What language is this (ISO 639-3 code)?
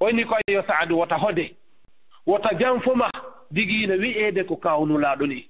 ful